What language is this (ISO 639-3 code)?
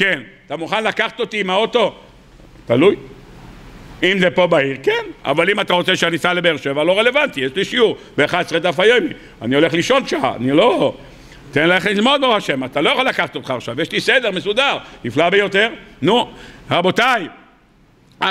heb